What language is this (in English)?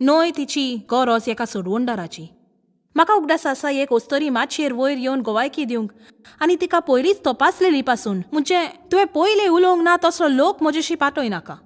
Konkani